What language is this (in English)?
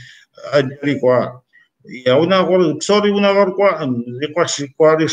Kabardian